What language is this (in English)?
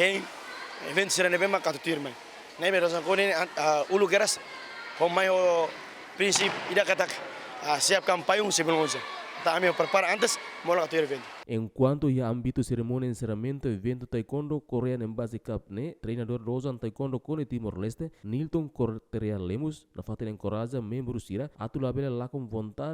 Tetum